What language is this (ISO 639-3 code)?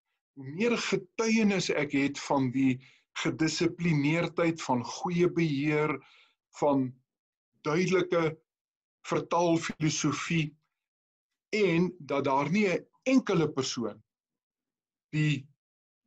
afr